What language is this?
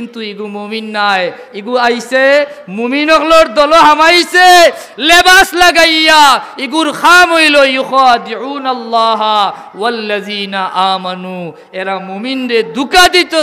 Sylheti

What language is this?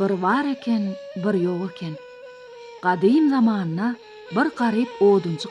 Turkmen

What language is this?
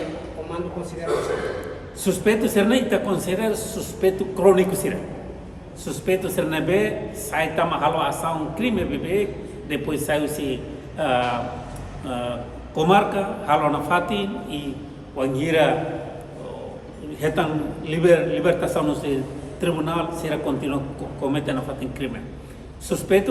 Tetum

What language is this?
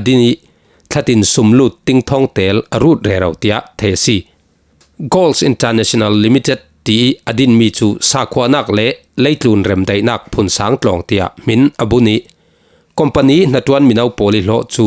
Falam Chin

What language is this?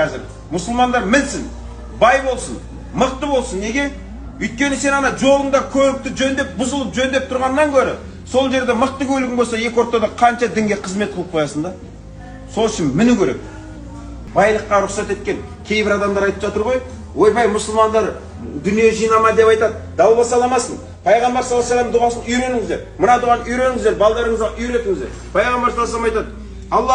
Kazakh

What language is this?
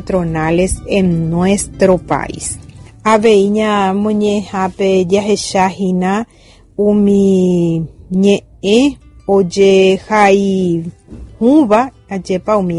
Guarani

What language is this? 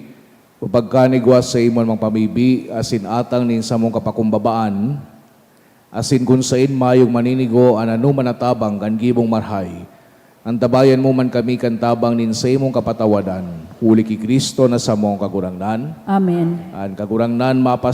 Bikol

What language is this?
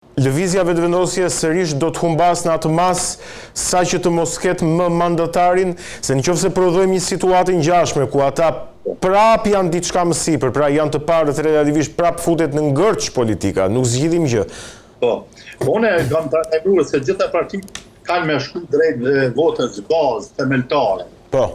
Albanian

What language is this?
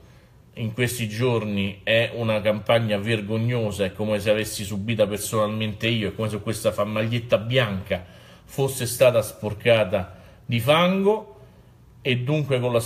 Italian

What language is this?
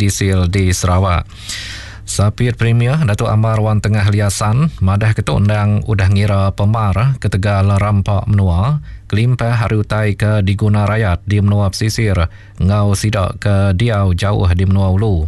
Iban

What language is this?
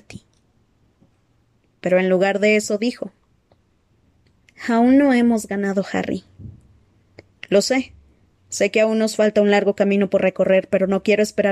Spanish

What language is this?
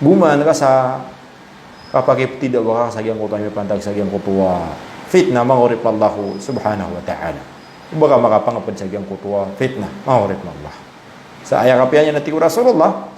Maranao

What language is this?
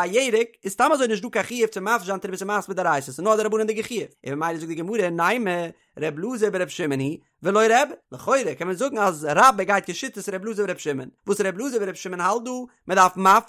Yiddish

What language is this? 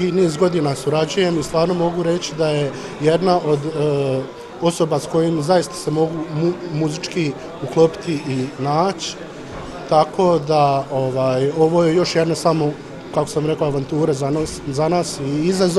Bosnian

